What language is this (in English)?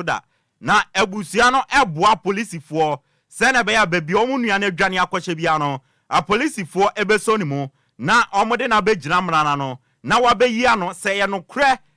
Akan